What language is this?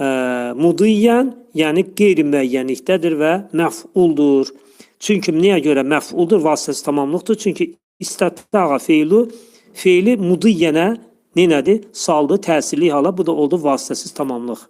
Azerbaijani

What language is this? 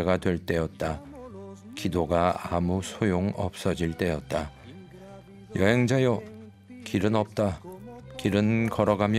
Korean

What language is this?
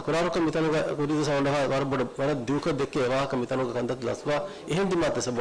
Divehi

